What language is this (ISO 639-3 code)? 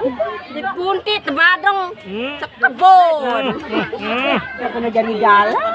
sas